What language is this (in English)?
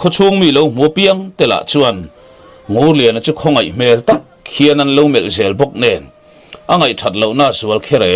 Mizo